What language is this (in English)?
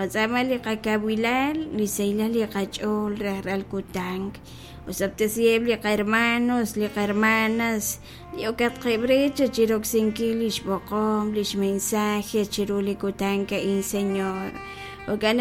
Kekchí